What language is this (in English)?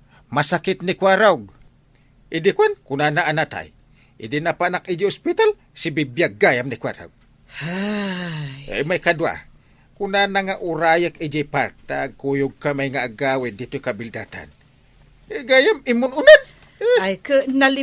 Iloko